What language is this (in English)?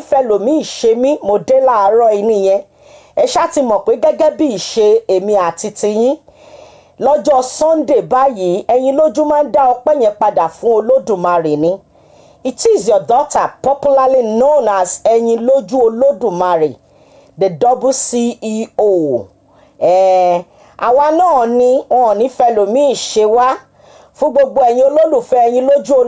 Yoruba